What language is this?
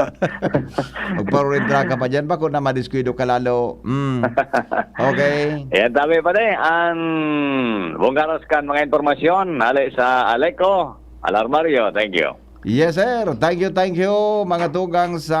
Bikol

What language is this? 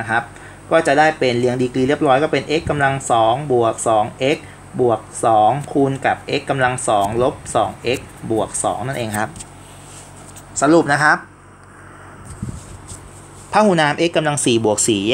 Thai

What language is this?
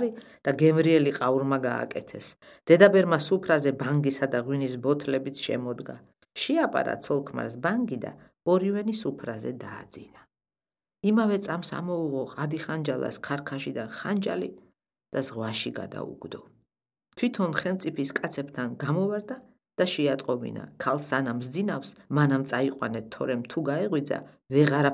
Georgian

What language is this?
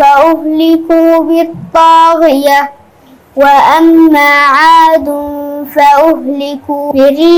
Turkish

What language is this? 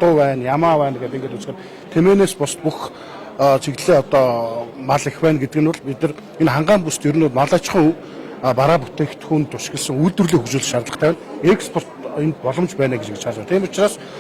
Mongolian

